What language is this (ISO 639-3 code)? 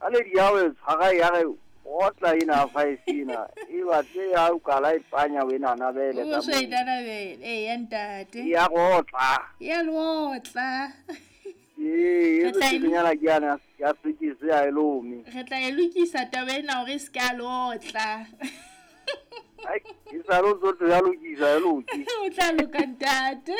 sot